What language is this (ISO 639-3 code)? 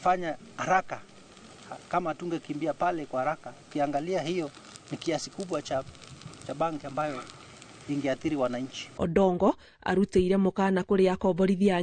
kik